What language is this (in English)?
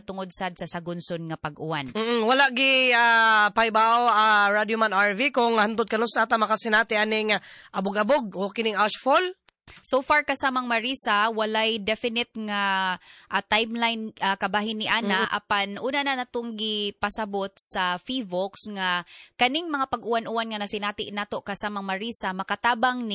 Cebuano